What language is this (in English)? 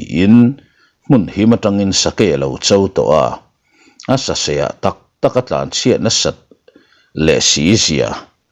Mizo